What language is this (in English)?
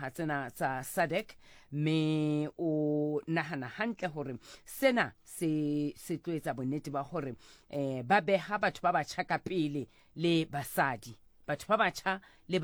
Southern Sotho